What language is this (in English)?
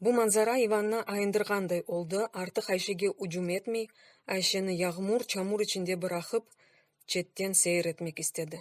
Crimean Tatar